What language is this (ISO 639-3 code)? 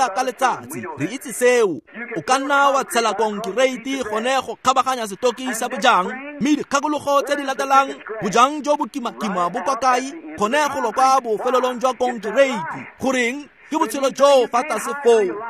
tsn